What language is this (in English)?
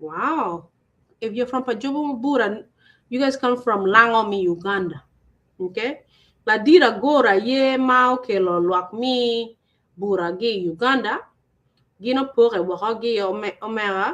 Acoli